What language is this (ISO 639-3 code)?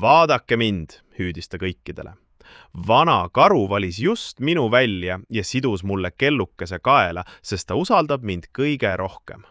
est